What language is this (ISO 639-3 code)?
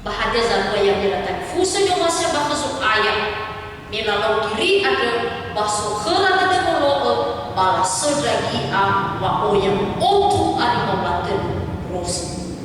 nia